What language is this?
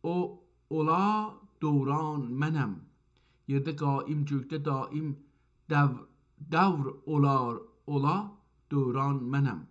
South Azerbaijani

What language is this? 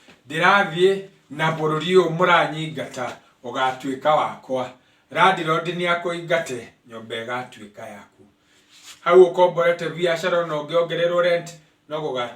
Kikuyu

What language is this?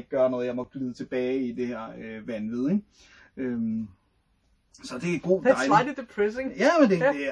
Danish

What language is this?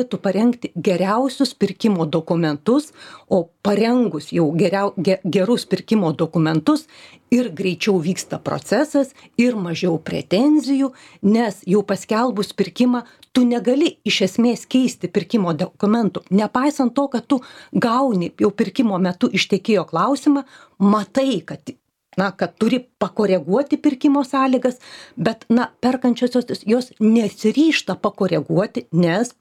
Lithuanian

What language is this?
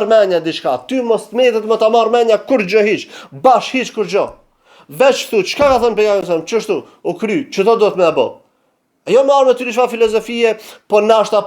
Albanian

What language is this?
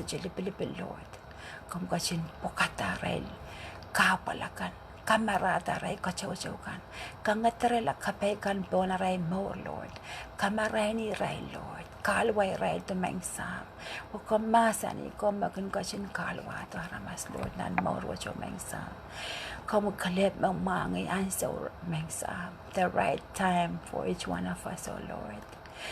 Pohnpeian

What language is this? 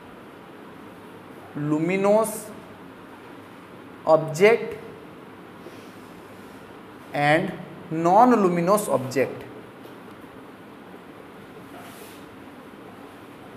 Odia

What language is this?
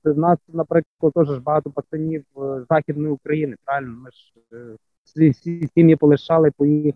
Ukrainian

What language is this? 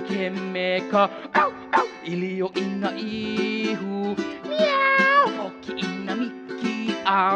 Hawaiian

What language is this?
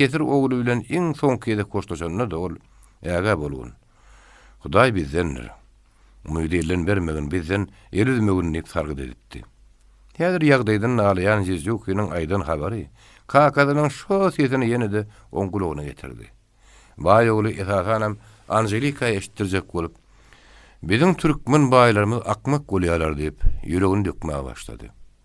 Turkmen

